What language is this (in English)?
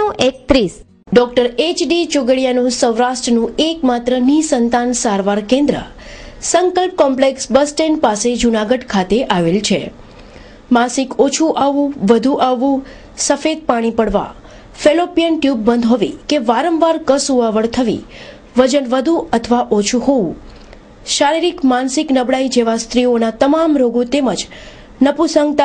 Gujarati